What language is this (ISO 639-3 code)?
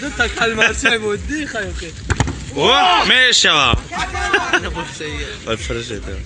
tgk